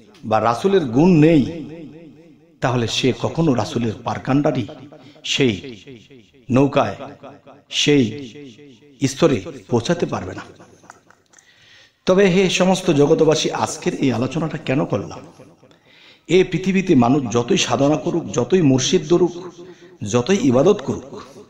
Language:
Bangla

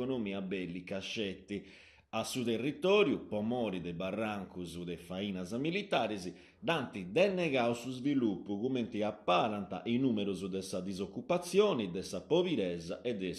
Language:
Sardinian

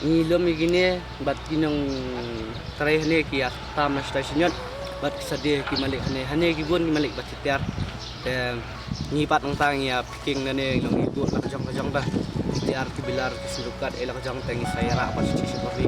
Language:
Khasi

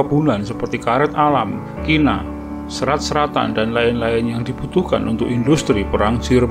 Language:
Indonesian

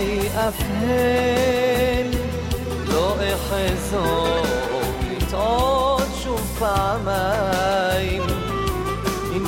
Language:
Hebrew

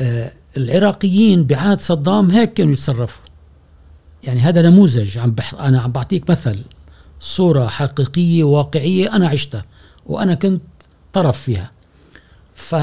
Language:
Gulf Arabic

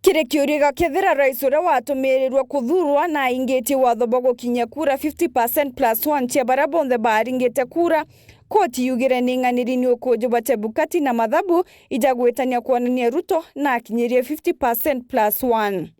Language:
Meru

